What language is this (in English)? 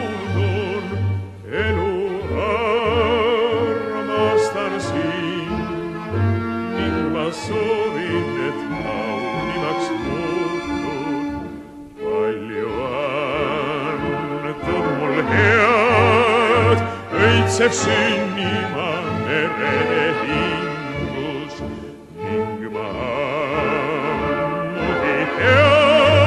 Estonian